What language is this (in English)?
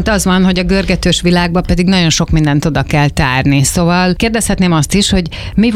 Hungarian